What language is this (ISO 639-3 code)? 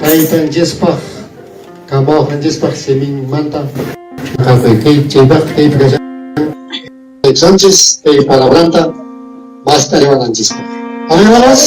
quy